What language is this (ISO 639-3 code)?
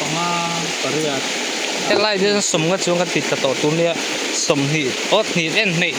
lus